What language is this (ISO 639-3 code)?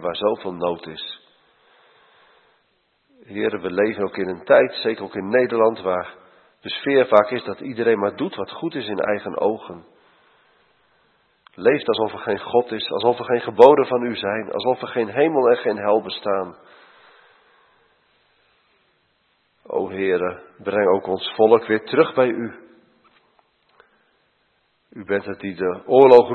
nld